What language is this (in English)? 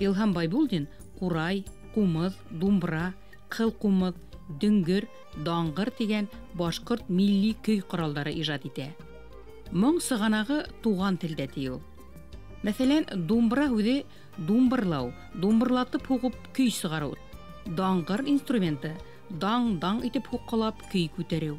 Bashkir